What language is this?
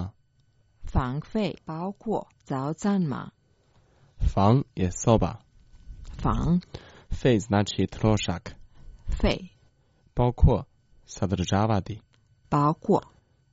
Croatian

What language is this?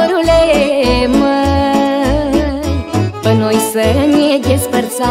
Romanian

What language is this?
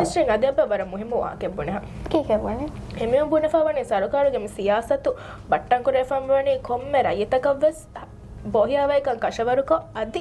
Divehi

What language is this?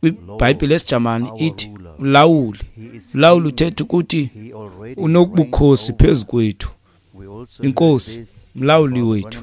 Xhosa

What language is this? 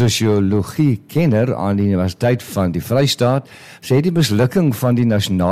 Afrikaans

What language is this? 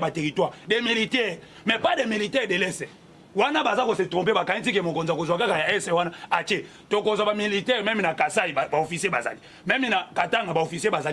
Lingala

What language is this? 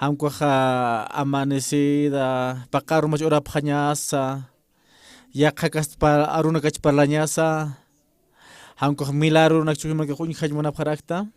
Aymara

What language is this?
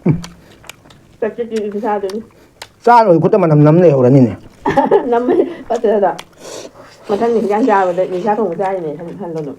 Manipuri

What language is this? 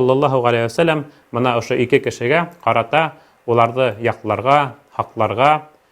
Bashkir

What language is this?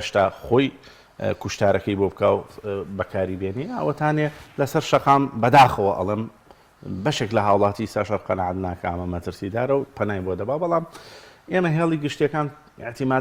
Central Kurdish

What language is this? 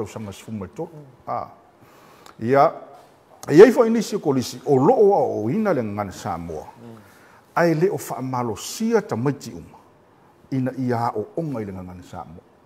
Samoan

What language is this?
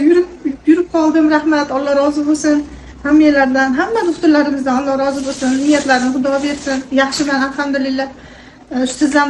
Uzbek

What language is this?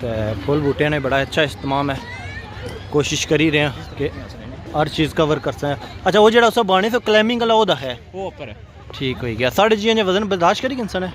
Pahari-Potwari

